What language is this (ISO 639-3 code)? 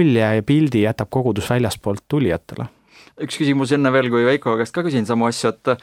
est